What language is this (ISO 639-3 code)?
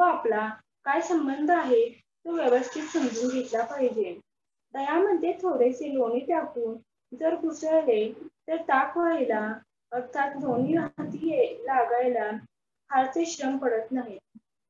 mar